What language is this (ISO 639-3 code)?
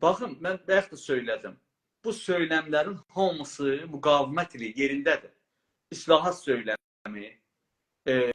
azb